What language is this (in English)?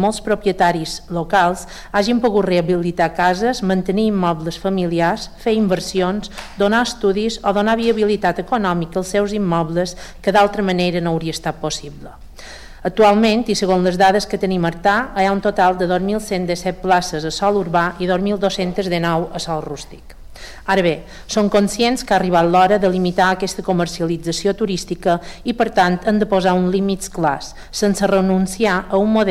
Catalan